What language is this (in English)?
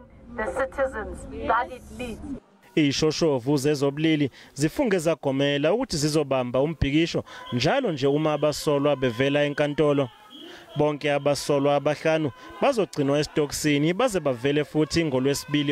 Zulu